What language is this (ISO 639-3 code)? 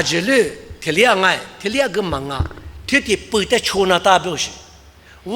lis